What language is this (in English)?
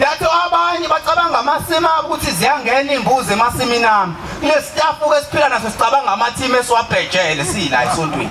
Zulu